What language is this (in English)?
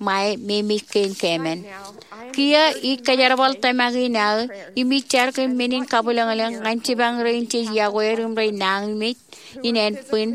Marshallese